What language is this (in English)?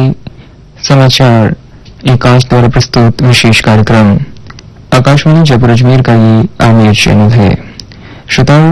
Hindi